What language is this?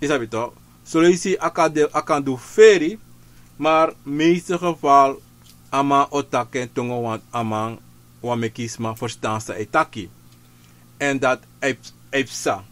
Sranan Tongo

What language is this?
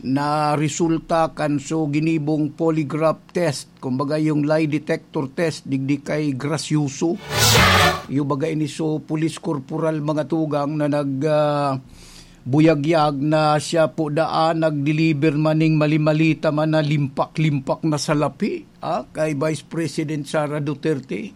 Bikol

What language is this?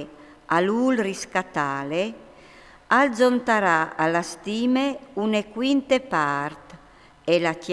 Friulian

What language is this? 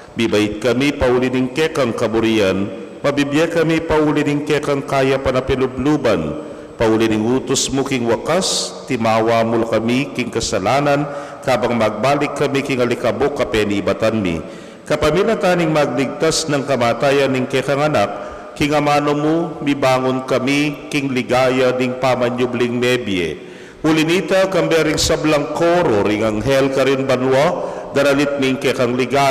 Pampanga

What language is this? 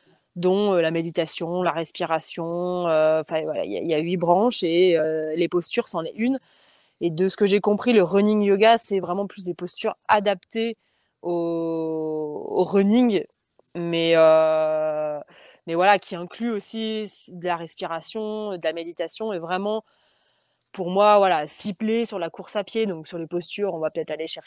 French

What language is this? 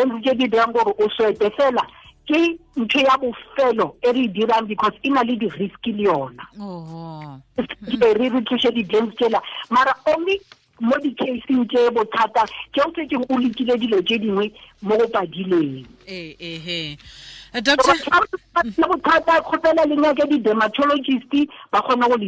Tswana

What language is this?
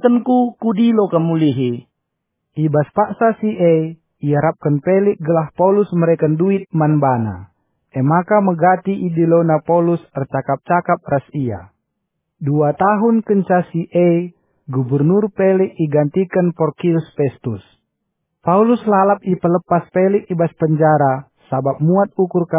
Batak Karo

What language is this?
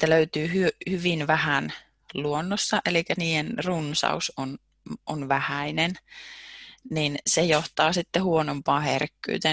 Finnish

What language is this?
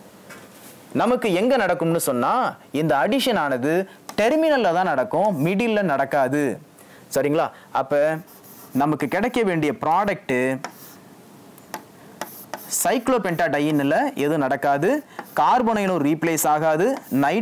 Tamil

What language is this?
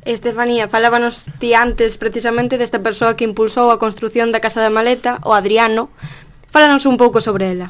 Galician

